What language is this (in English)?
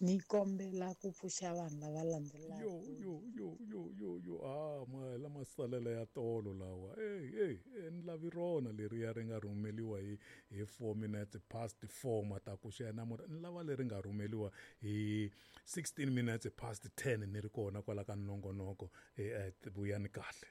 Tsonga